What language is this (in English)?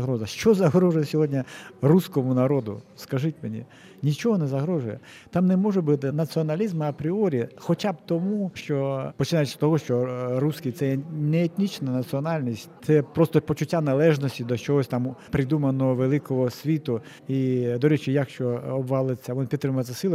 Ukrainian